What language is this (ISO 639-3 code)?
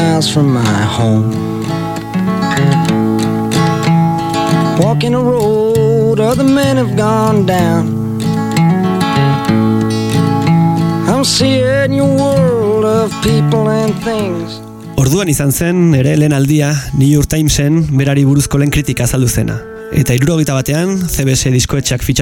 eus